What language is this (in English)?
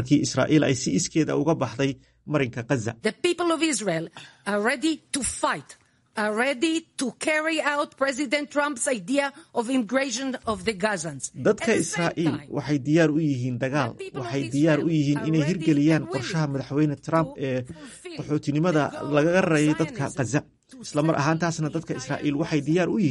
Somali